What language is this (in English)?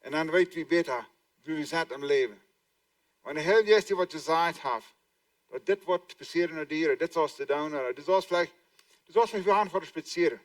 Plautdietsch